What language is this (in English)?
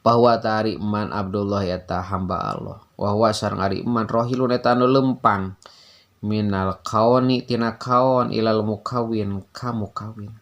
Sundanese